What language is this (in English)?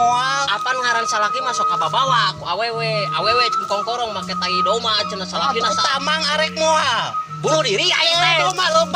Sundanese